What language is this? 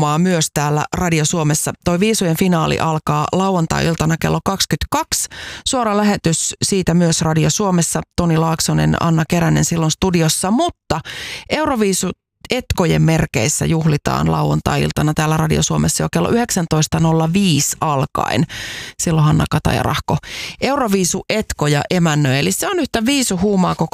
Finnish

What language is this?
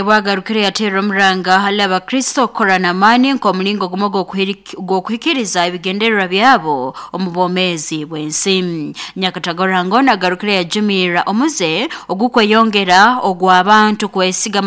Nyoro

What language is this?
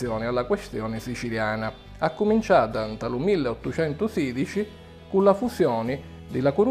Sicilian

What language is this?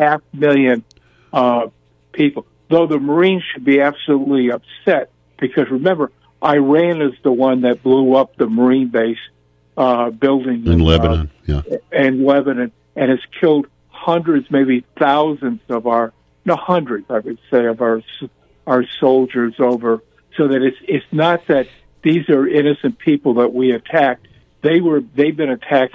English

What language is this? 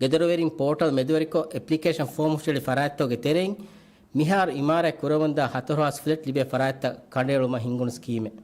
Divehi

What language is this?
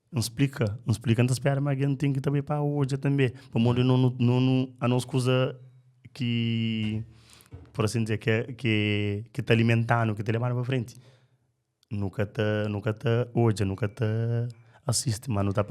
Kabuverdianu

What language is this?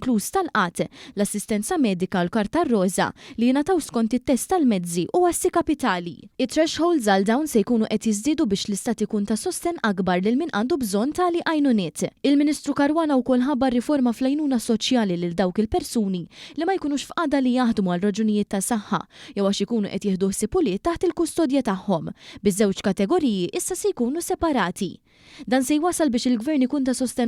Maltese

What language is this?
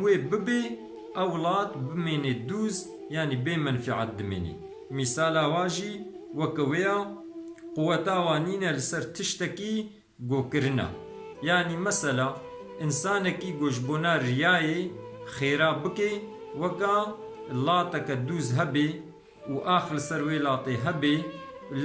Kurdish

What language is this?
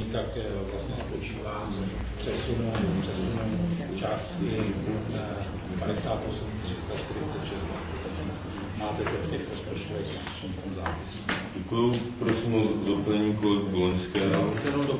Czech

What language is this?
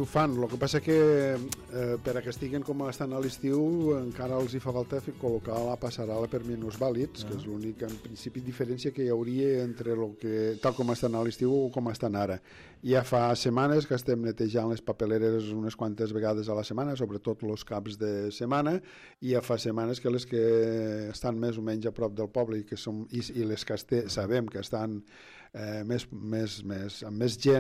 Catalan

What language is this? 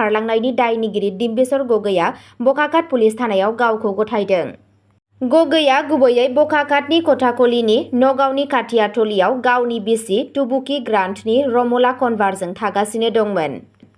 Bodo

